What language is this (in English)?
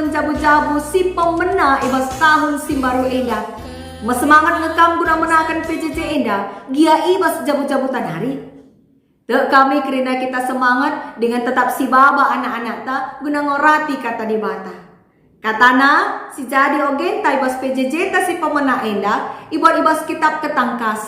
Batak Karo